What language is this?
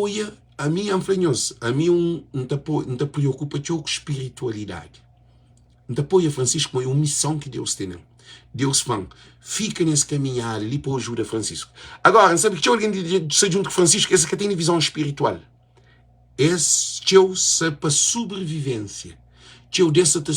Kabuverdianu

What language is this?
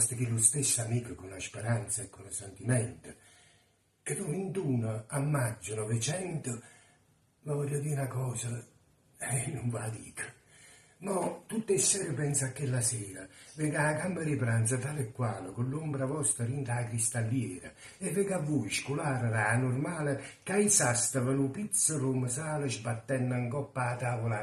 Neapolitan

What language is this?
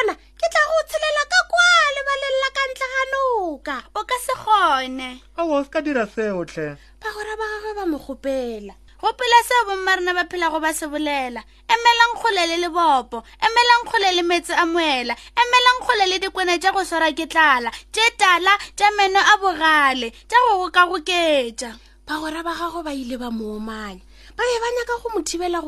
Northern Sotho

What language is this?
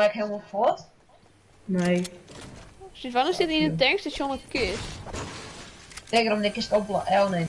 Western Frisian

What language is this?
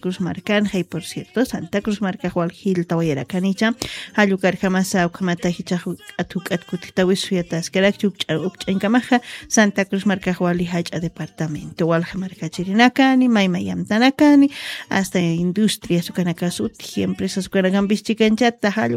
Aymara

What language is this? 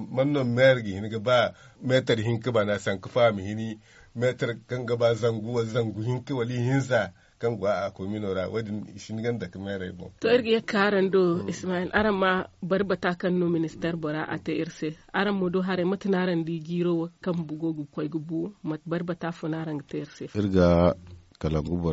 Zarma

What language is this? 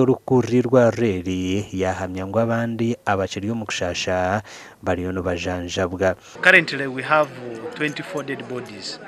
Nyankole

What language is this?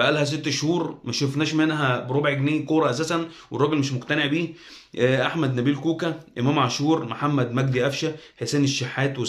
Egyptian Arabic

